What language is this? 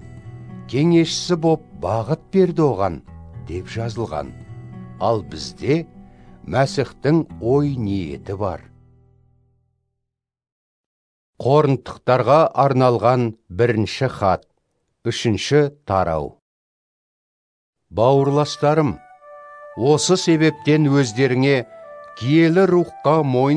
Kazakh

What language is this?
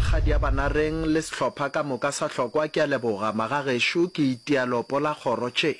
Northern Sotho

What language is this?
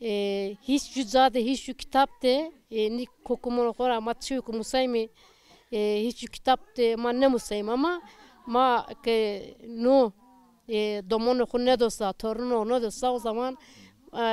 Zaza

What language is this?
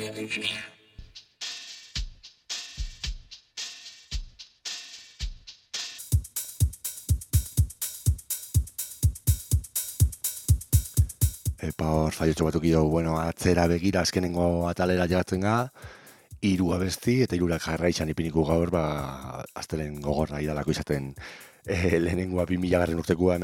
Basque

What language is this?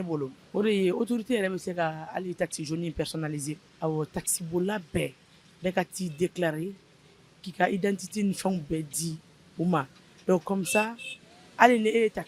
Bambara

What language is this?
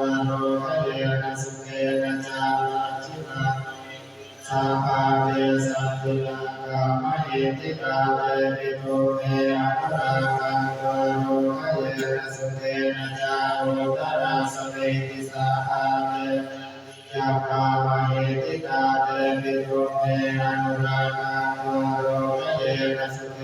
Pali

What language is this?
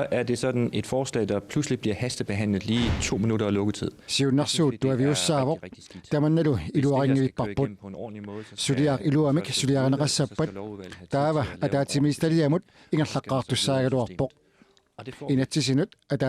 Kalaallisut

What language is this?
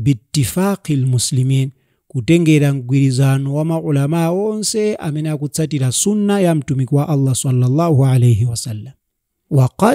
Nyanja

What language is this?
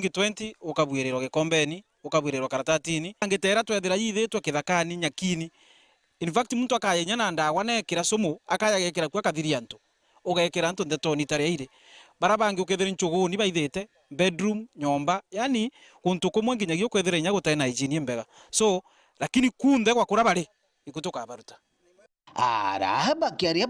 Meru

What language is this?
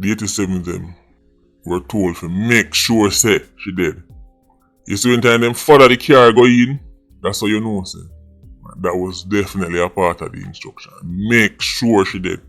Jamaican Creole English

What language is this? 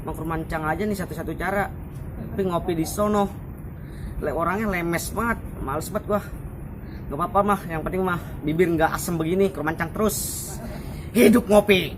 Betawi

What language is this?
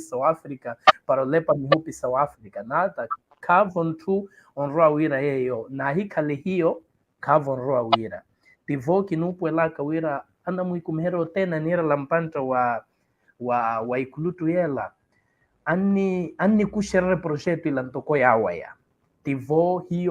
Makhuwa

